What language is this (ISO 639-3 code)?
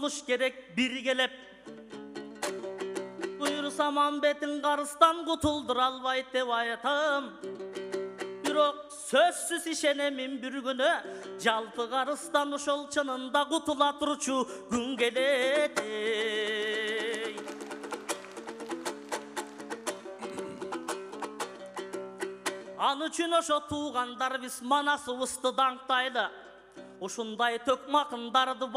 kir